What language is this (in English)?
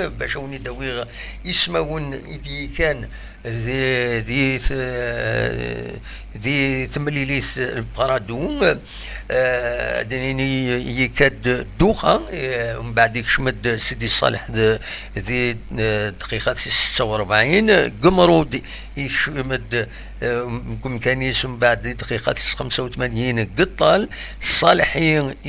Kabyle